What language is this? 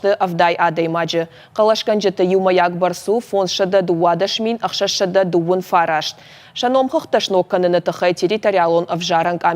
Ossetic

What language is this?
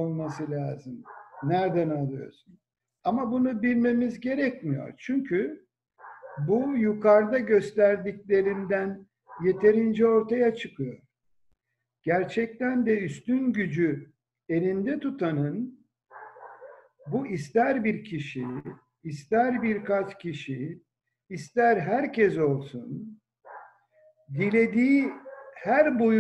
Turkish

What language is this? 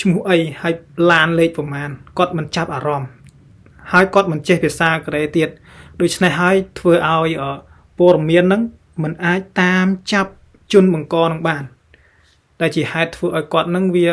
Khmer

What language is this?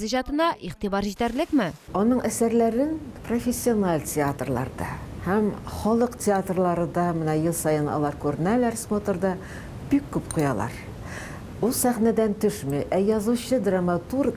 Tatar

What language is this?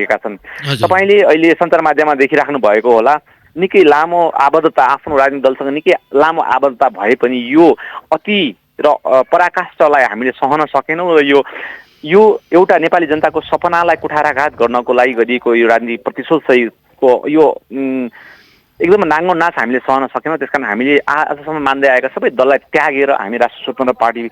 Nepali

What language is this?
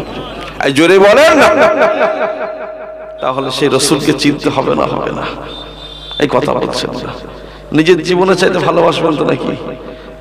Bangla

